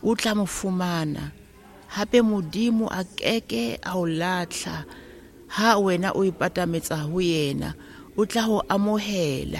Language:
Southern Sotho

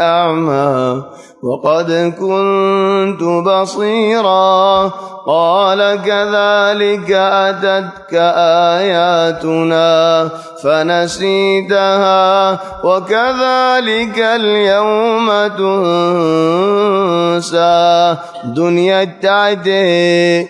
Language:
Rohingya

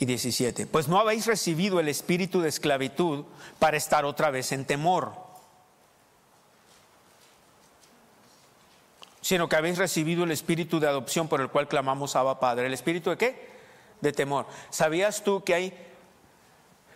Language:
Spanish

